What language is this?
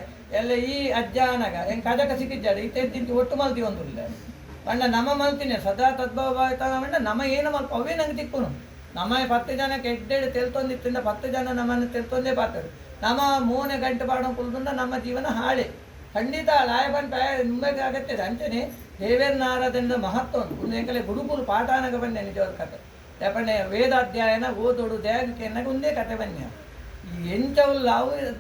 Tulu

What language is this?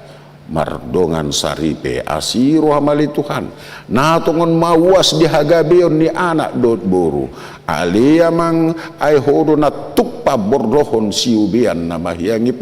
Batak Toba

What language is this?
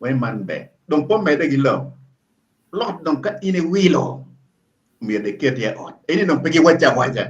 Acoli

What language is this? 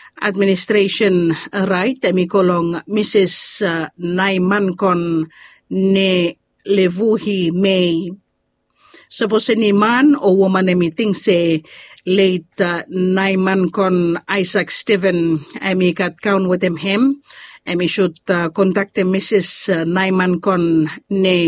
Bislama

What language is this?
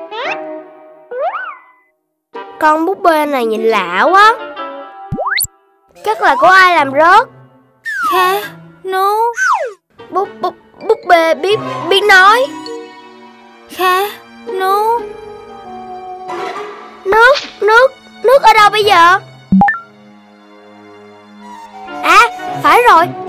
Vietnamese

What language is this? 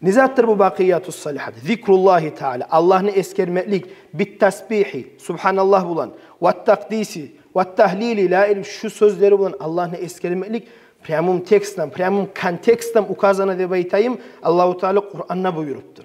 Kumyk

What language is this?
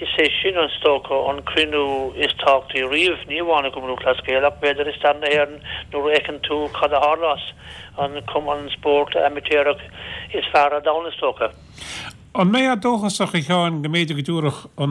Irish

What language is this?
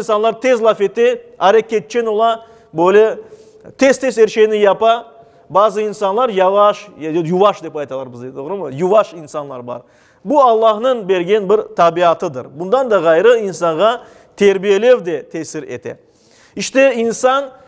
Crimean Tatar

